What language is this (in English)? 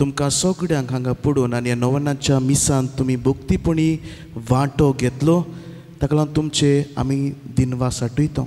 Konkani